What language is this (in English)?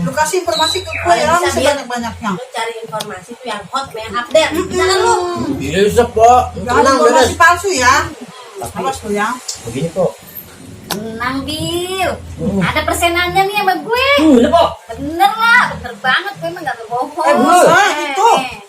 Betawi